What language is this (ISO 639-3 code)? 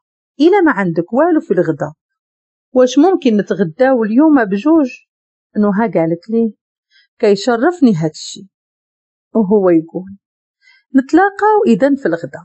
ary